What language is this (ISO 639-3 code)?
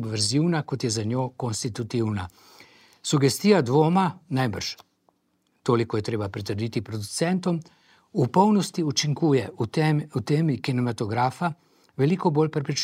slv